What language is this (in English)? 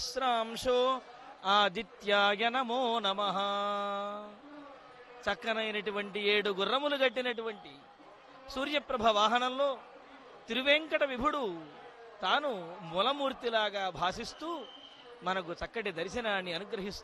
Telugu